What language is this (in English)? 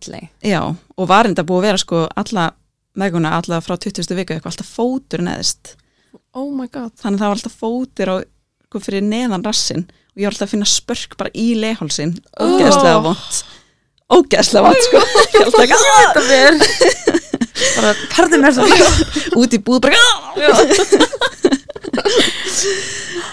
Icelandic